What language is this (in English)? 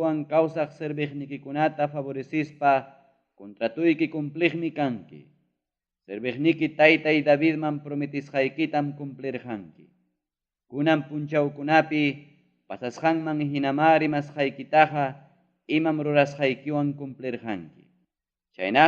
Ayacucho Quechua